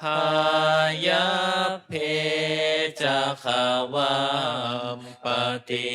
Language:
Pali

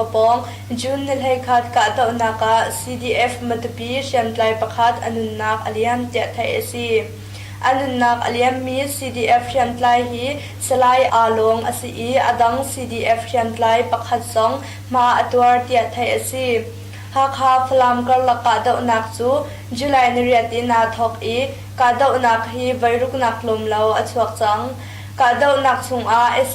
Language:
Hakha Chin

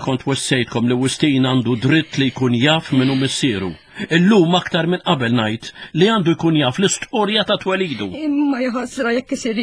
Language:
Maltese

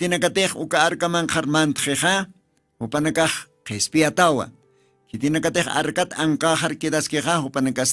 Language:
Aymara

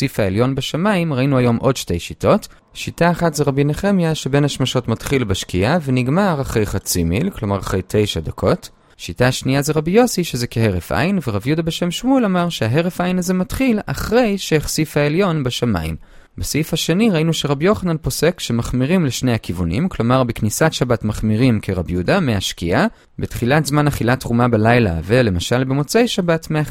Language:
Hebrew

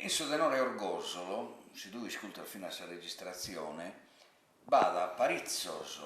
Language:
Sardinian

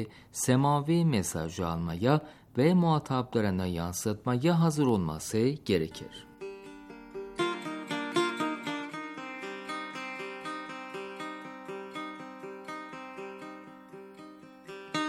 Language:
Turkish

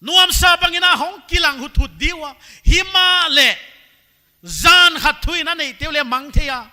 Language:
Paite Chin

